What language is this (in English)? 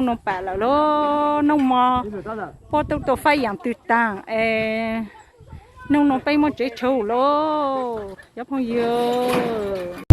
Hmong